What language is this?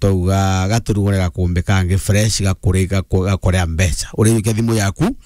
Meru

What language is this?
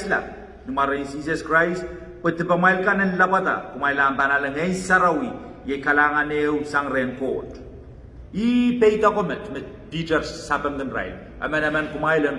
Pohnpeian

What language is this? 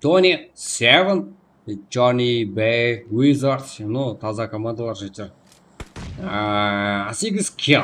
Kara-Kalpak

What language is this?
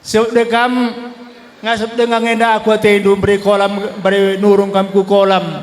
Batak Karo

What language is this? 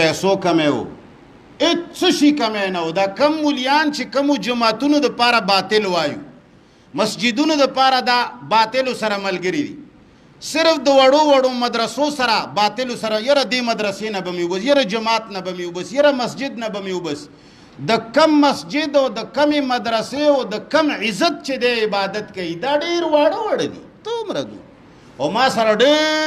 Pashto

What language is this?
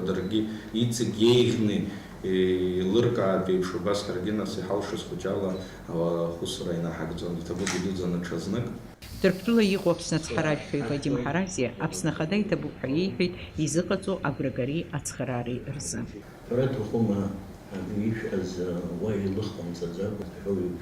Abkhazian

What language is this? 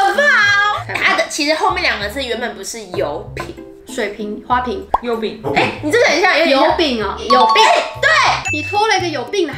Chinese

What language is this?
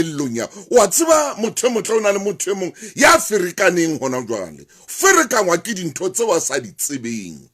Southern Sotho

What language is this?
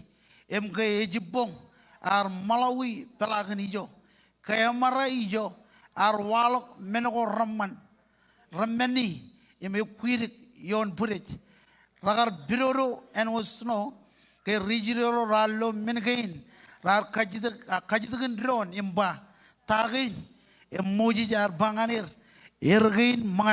Marshallese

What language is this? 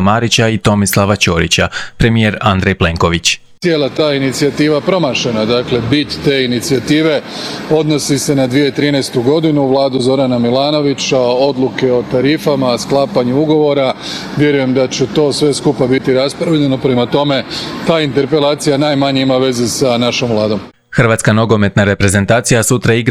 Croatian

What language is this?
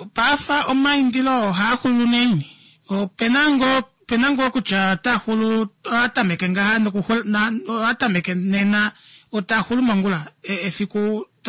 Kuanyama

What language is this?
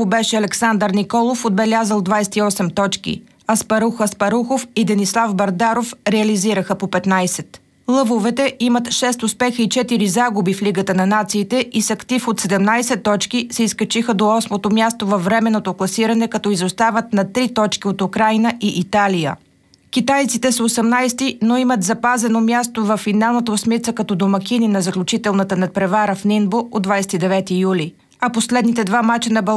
Bulgarian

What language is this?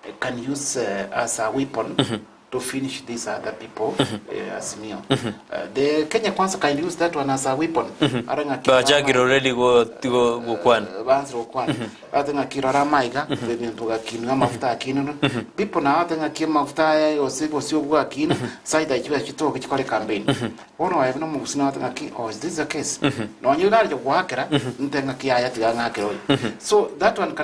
Gusii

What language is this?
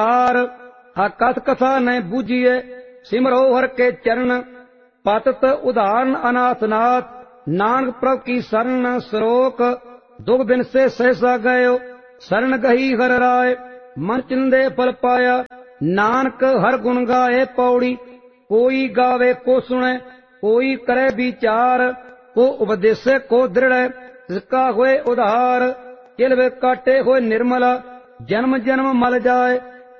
Punjabi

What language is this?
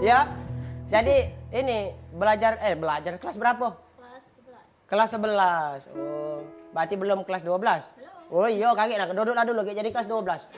Musi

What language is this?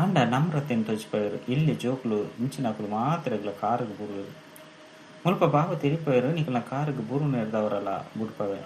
Tulu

